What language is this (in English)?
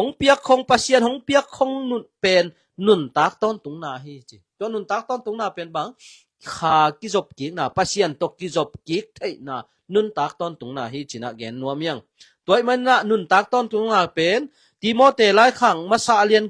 Tedim Chin